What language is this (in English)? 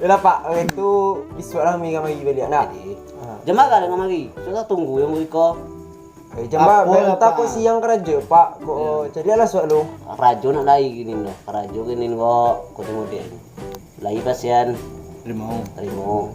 Minangkabau